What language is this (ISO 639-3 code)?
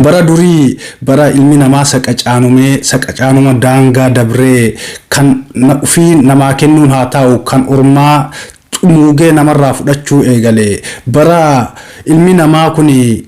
orm